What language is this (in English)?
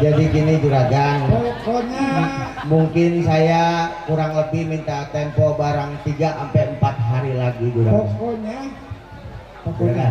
Betawi